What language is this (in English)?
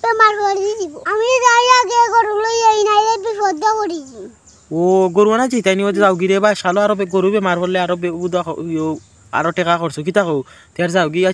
Sylheti